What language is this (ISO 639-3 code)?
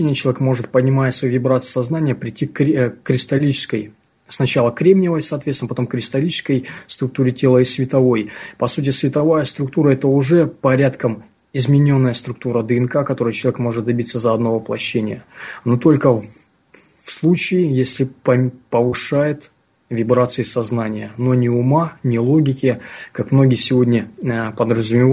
rus